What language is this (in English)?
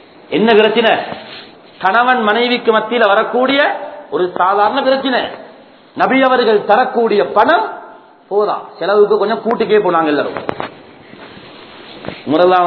Tamil